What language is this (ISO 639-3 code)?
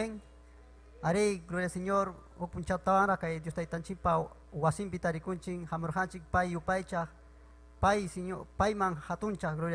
quy